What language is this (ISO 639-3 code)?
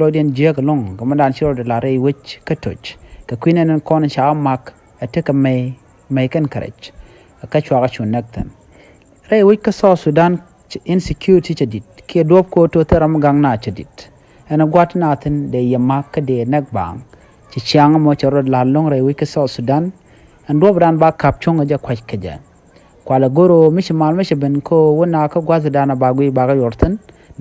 nus